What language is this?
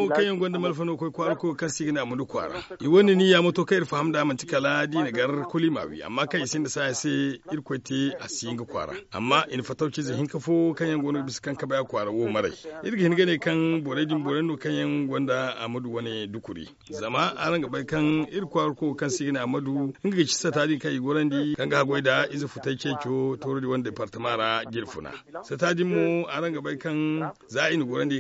Zarma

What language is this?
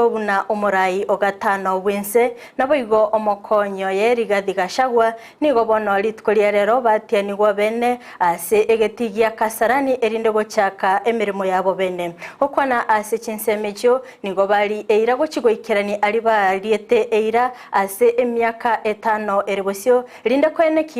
Gusii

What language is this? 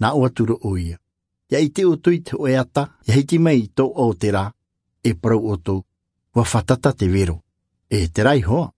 Tahitian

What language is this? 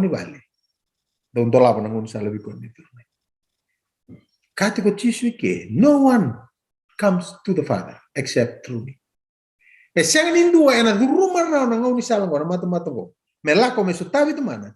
Fijian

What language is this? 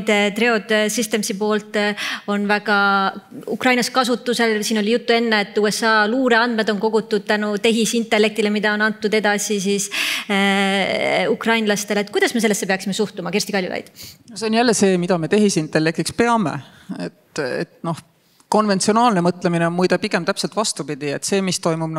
Estonian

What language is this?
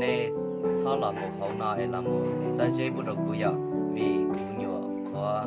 Hmong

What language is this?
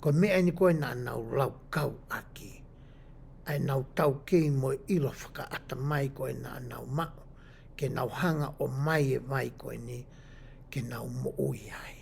Tongan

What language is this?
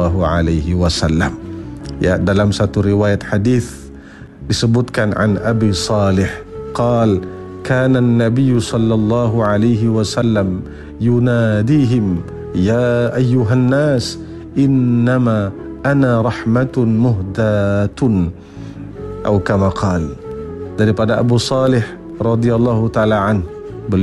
Malay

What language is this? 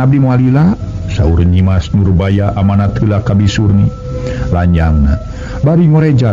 Sundanese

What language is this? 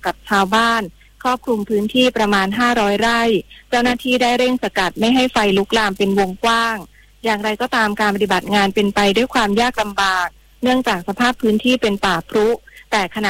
Thai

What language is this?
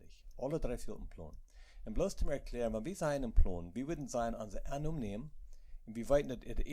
Plautdietsch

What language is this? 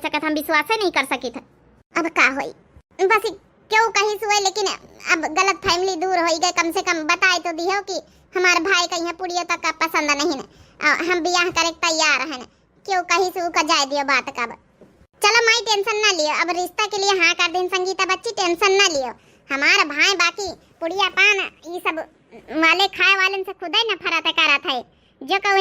Awadhi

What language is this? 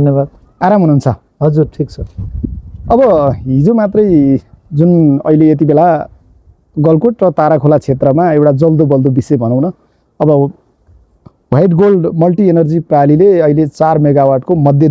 Nepali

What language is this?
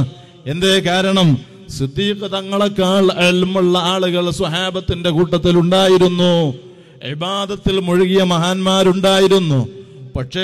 Malayalam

